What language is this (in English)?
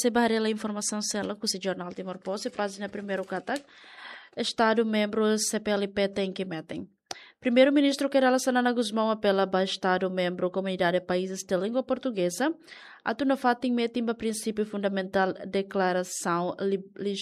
Tetum